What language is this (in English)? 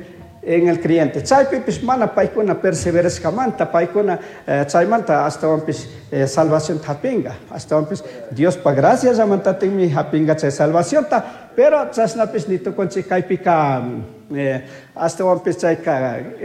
Chimborazo Highland Quichua